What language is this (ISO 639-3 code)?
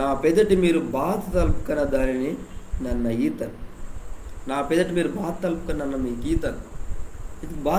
kff